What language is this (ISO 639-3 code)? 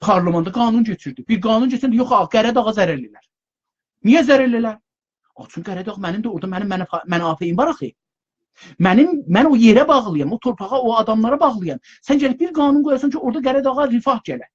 azb